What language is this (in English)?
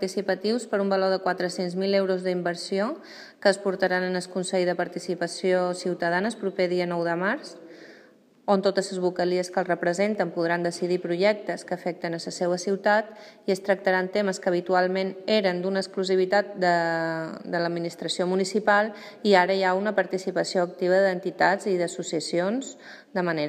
Catalan